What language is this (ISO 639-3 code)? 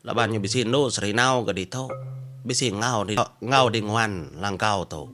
iba